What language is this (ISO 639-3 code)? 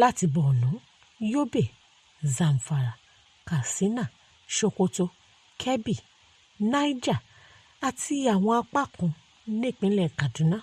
yor